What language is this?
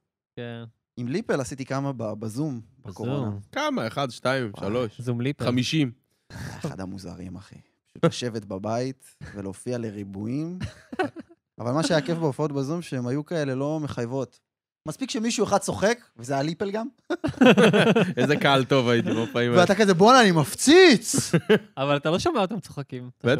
Hebrew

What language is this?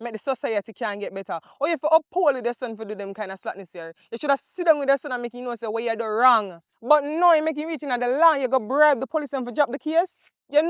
Jamaican Creole English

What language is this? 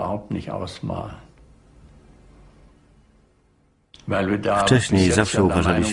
Polish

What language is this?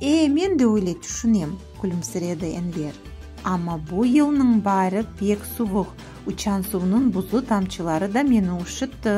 Crimean Tatar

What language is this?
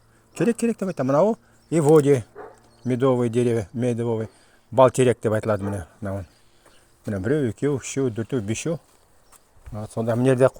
Nogai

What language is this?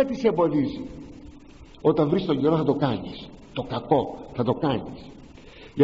Greek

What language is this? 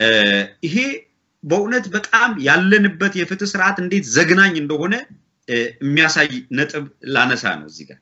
Amharic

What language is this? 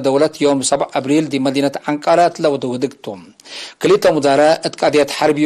Tigre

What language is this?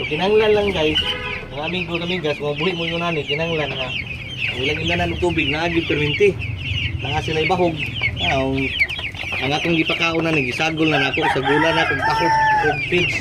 Cebuano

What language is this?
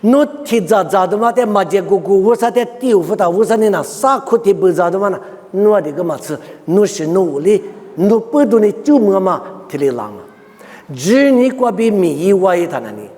Lisu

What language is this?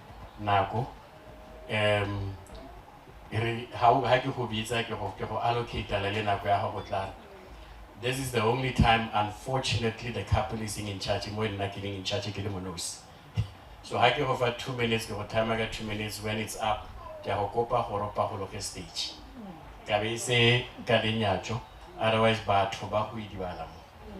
Northern Sotho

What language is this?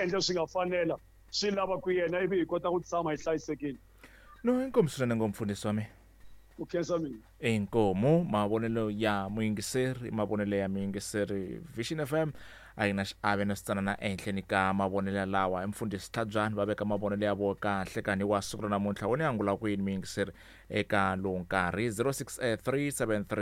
Tsonga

